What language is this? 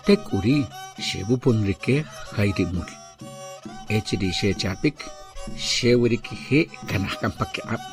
Achi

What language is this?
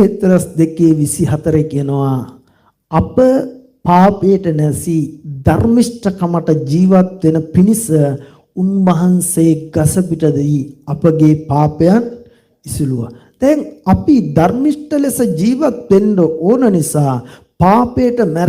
Sinhala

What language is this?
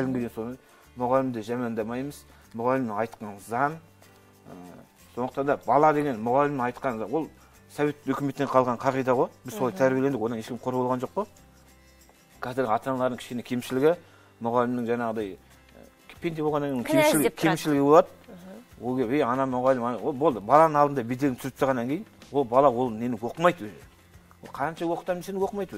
Kazakh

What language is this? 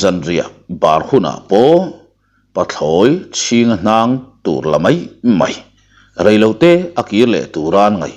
Mizo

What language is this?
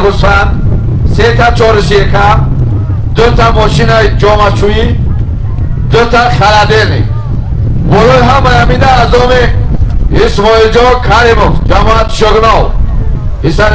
Tajik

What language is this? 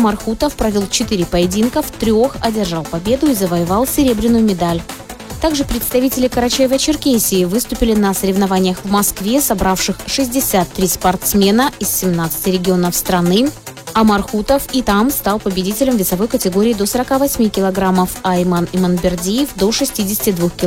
Russian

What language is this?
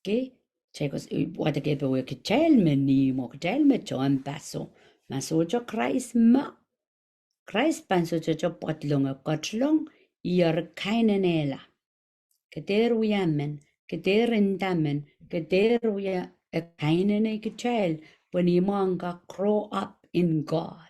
Pohnpeian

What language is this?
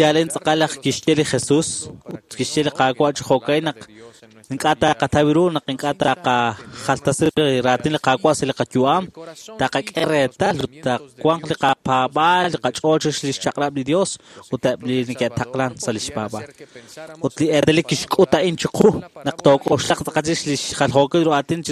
Kekchí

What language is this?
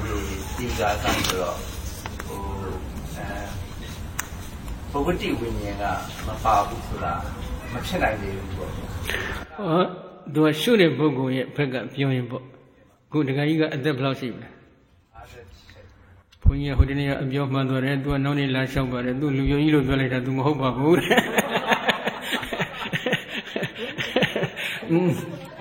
Burmese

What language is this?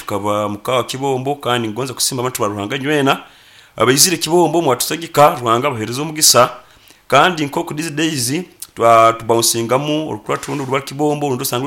Nyankole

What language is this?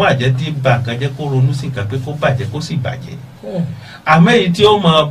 Yoruba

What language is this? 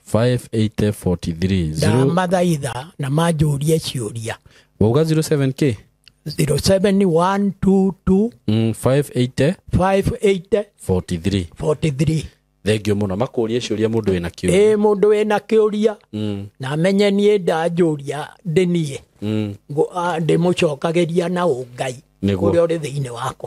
Kikuyu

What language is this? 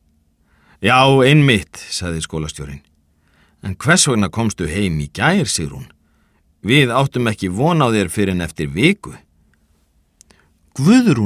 Icelandic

